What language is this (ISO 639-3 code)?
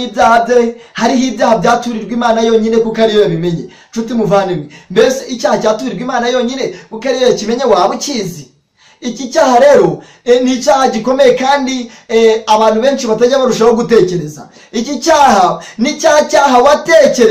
kin